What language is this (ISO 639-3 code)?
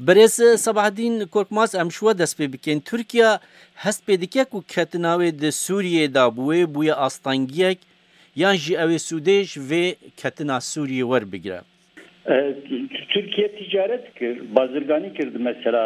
kur